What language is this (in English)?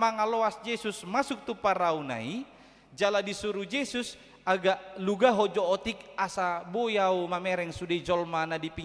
Batak Toba